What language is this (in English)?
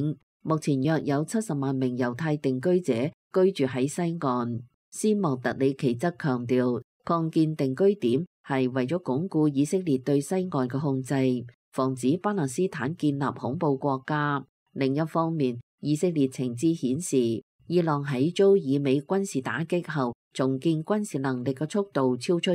Cantonese